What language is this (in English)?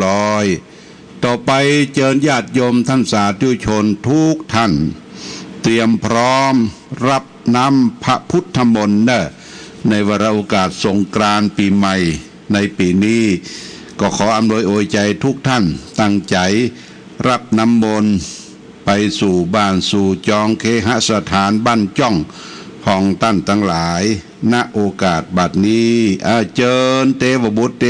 Pali